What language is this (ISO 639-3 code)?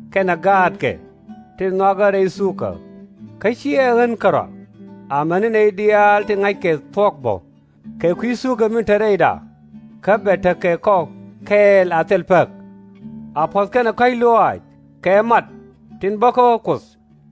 nus